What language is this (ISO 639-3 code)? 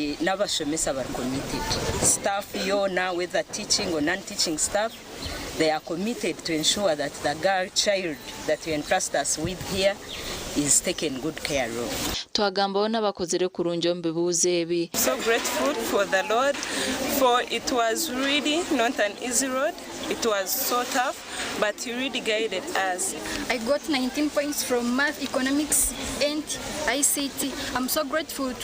nyn